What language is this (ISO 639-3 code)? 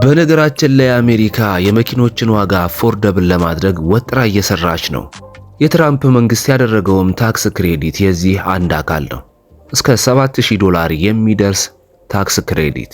amh